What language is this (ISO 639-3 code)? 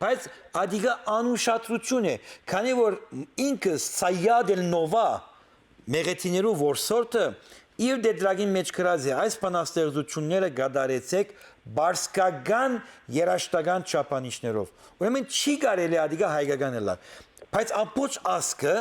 hyw